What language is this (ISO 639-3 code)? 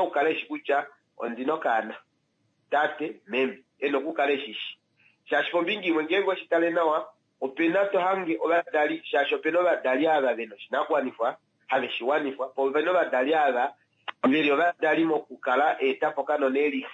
kua